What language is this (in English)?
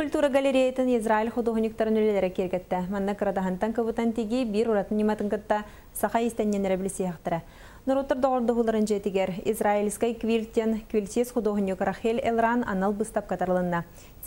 Yakut